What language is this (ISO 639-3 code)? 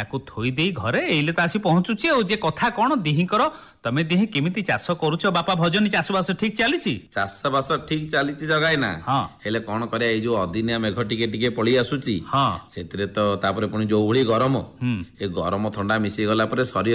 ori